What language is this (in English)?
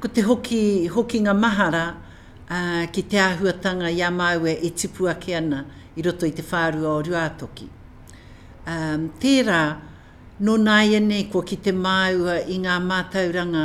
Māori